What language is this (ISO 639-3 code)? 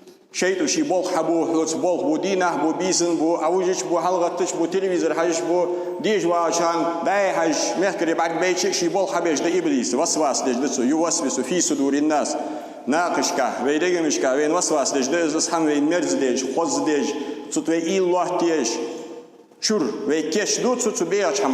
inh